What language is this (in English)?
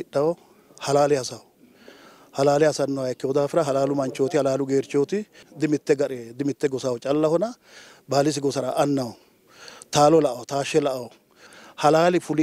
Sidamo